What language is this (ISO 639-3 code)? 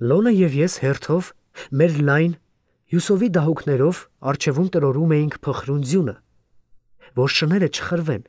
hye